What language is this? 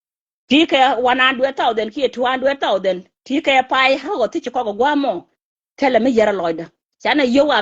Nuer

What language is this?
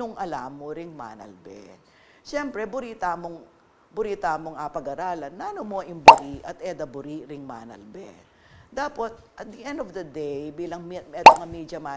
Pampanga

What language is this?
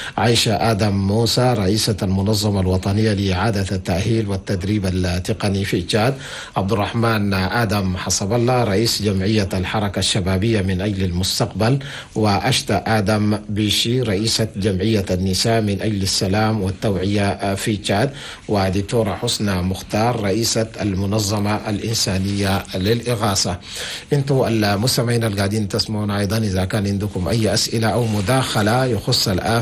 Chadian Arabic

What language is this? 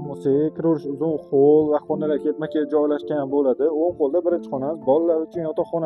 Uzbek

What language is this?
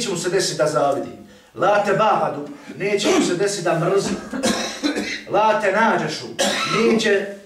Bosnian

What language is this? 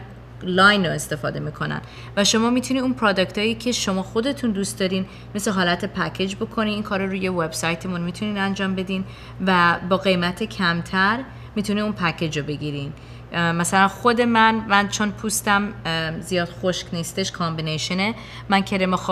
Persian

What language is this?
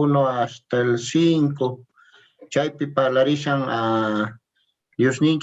Quechua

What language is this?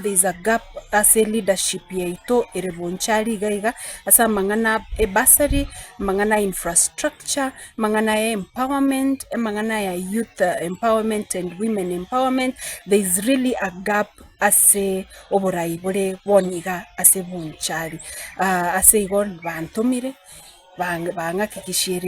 Gusii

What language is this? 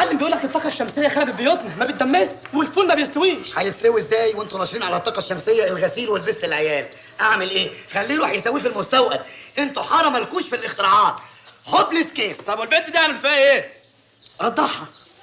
Egyptian Arabic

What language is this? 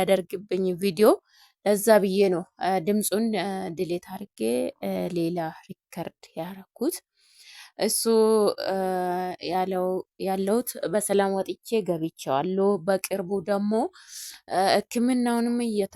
Amharic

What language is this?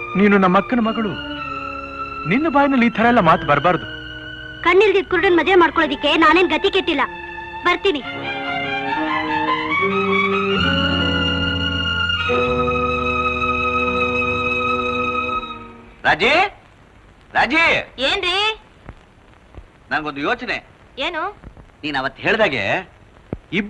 Kannada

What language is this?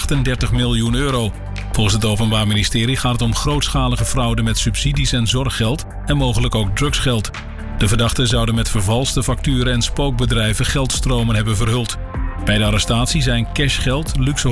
Dutch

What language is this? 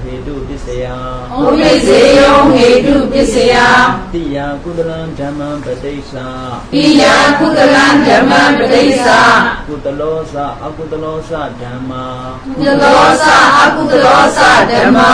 Burmese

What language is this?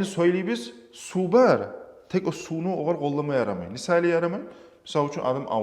Kumyk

